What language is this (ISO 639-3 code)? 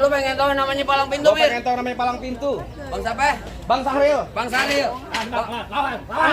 bew